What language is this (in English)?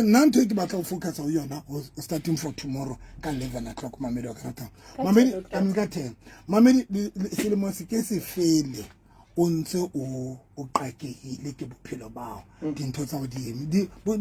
Southern Sotho